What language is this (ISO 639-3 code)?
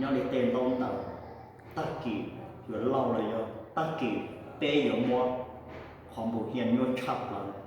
hmn